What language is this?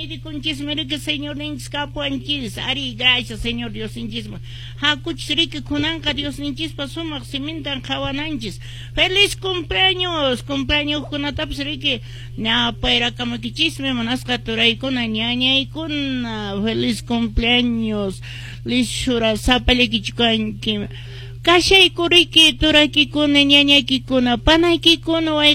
Quechua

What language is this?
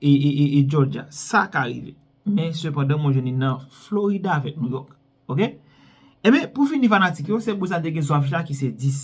Haitian Creole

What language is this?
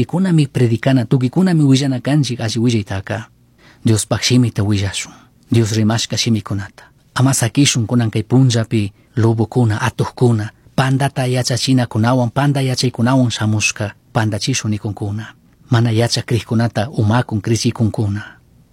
Chimborazo Highland Quichua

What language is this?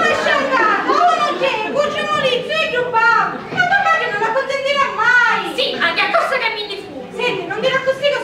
Sicilian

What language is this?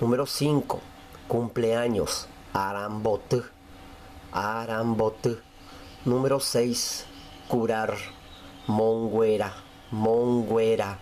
Guarani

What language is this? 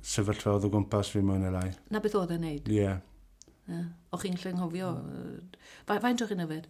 Welsh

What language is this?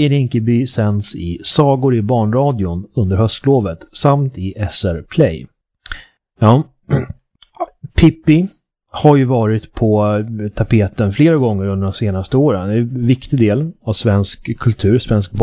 Swedish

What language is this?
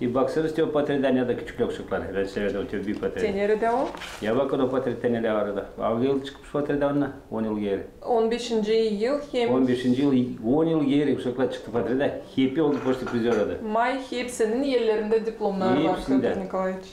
Gagauz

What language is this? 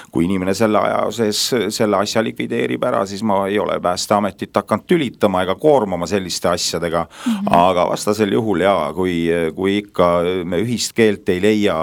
Estonian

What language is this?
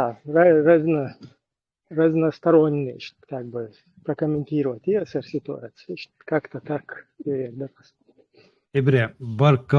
Chechen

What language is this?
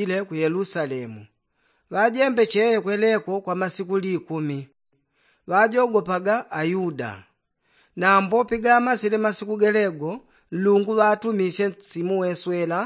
Yao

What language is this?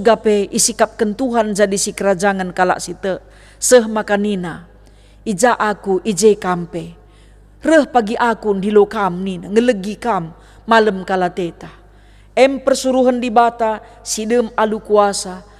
Batak Karo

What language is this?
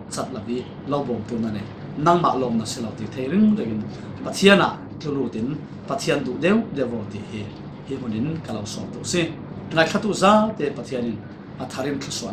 Falam Chin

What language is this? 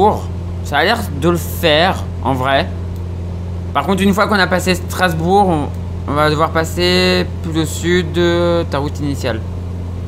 French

